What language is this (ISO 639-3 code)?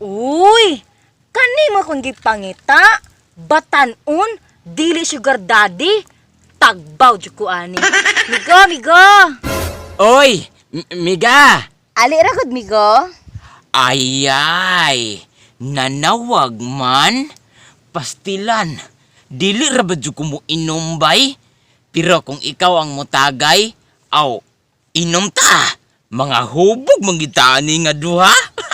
ceb